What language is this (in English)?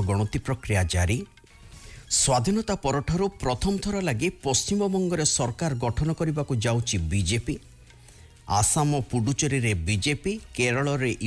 Odia